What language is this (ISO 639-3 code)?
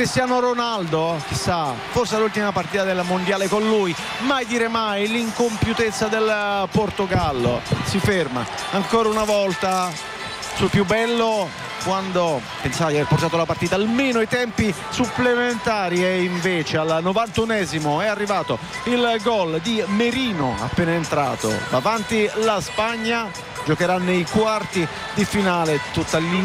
ita